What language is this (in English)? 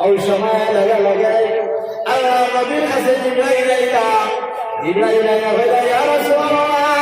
Sylheti